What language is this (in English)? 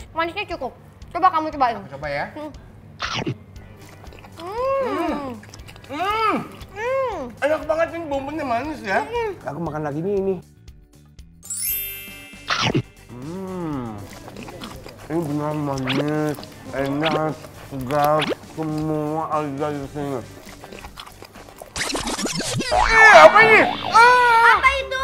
Indonesian